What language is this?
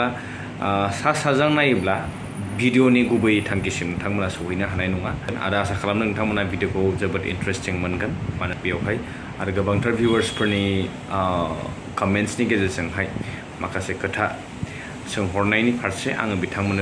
Bodo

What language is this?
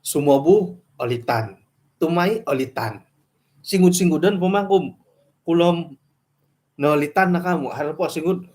Central Dusun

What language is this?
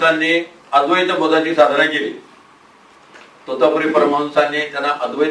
Marathi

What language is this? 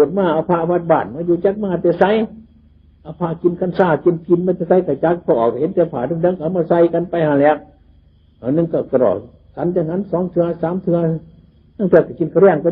Northeastern Thai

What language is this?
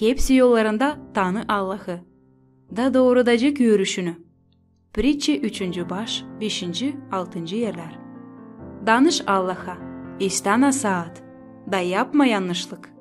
Gagauz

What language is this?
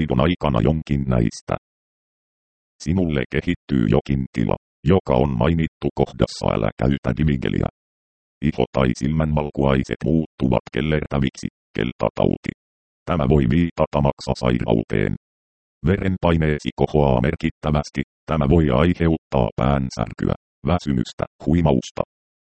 Finnish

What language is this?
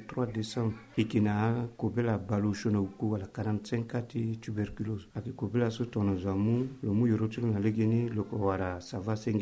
Sango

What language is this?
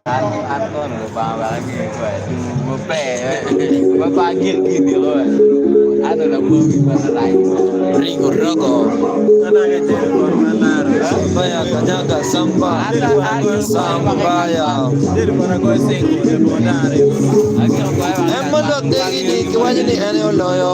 Acoli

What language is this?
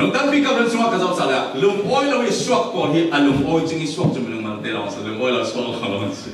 Falam Chin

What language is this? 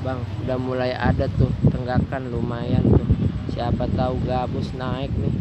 Betawi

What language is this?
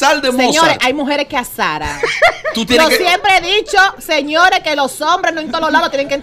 Spanish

